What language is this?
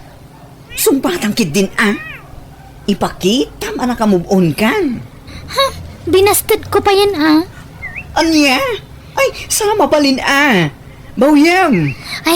Iloko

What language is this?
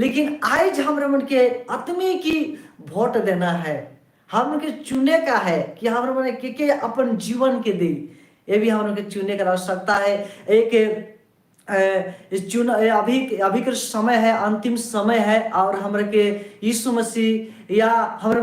Sadri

